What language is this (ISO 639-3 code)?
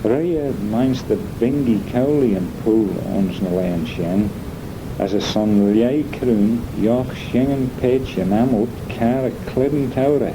glv